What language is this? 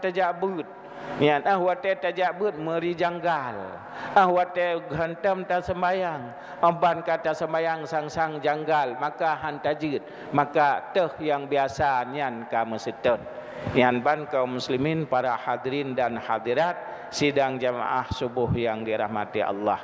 Achinese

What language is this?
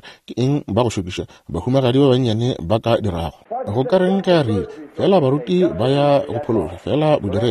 Northern Sotho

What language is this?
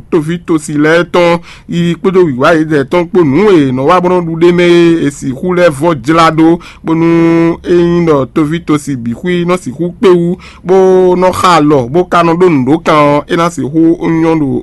Fon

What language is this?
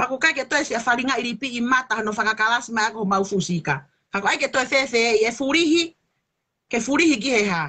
Tongan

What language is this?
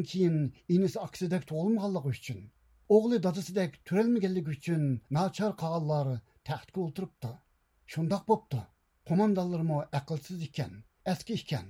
Uyghur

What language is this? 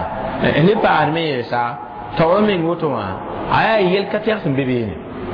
Mossi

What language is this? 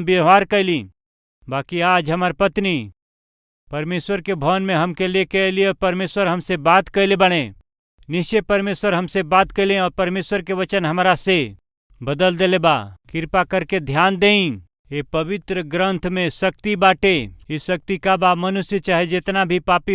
Bhojpuri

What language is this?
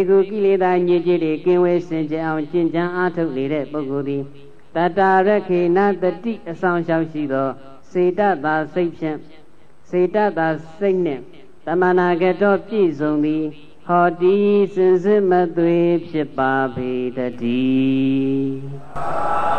Burmese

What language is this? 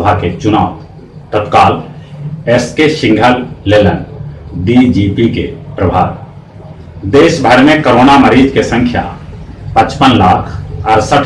Magahi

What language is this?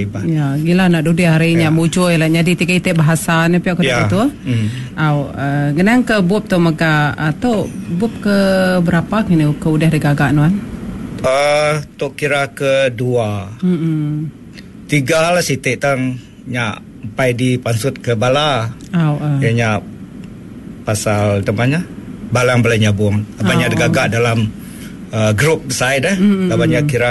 Iban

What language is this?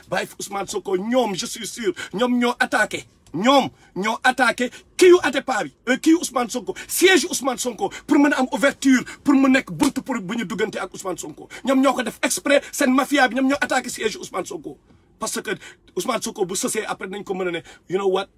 Wolof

